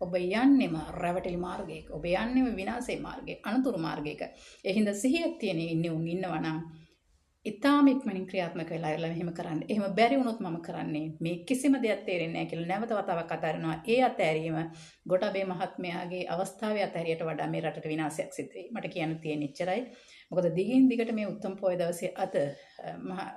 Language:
Sinhala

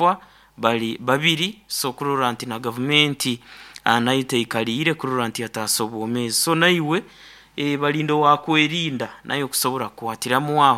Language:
Nyoro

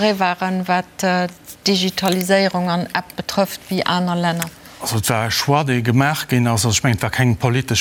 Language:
Luxembourgish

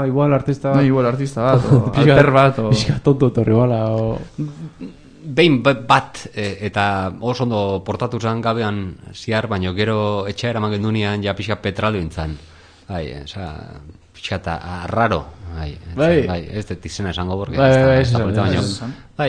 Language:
Basque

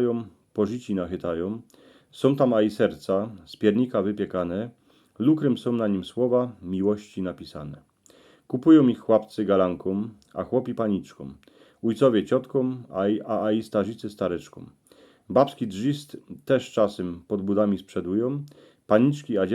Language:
Silesian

